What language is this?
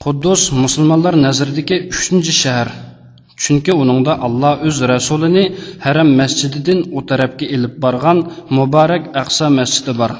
Uyghur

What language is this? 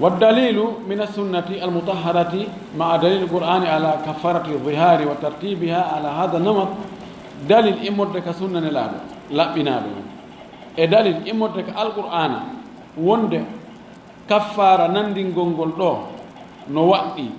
Fula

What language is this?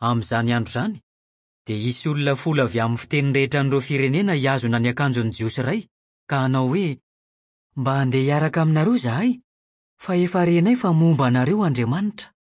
Malagasy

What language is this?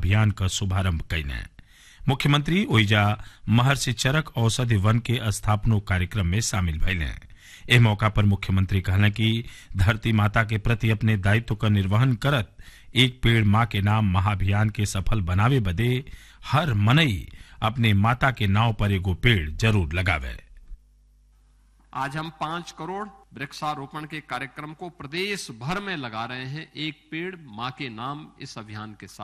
Bhojpuri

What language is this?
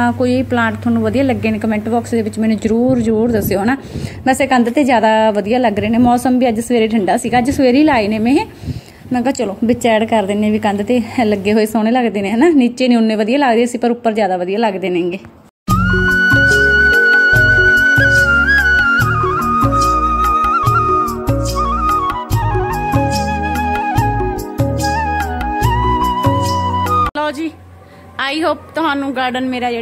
Punjabi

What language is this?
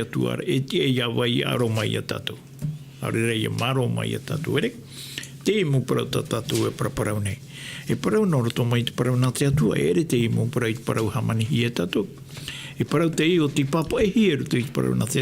Tahitian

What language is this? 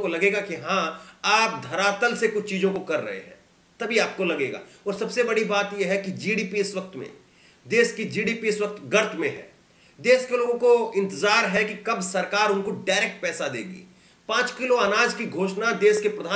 Hindi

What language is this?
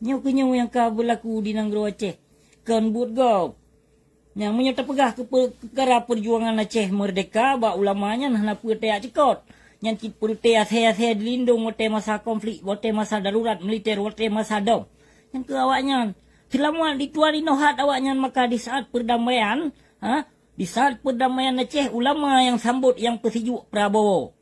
Achinese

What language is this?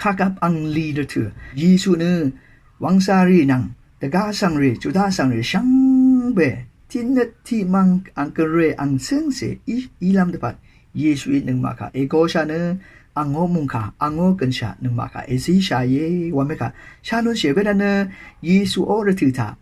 Rawang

